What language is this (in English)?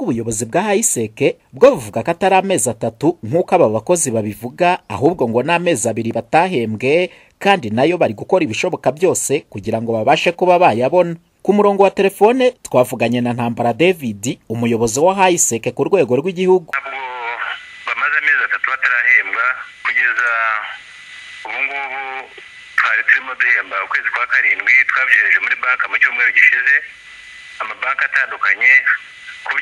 Kinyarwanda